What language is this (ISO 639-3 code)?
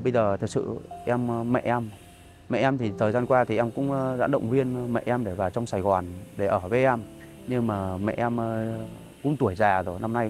vie